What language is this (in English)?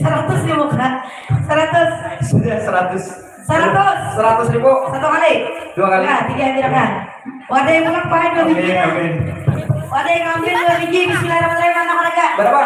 Banjar